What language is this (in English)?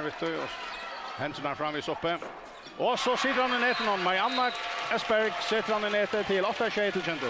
Faroese